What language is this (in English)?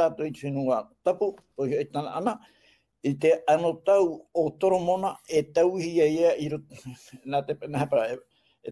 Tahitian